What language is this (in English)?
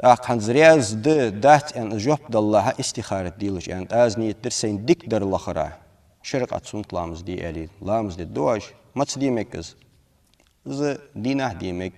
Ingush